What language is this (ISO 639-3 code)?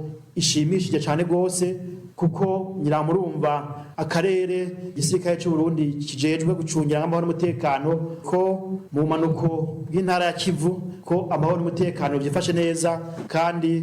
run